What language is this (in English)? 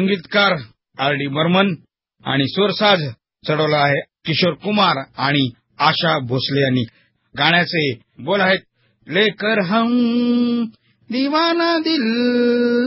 Marathi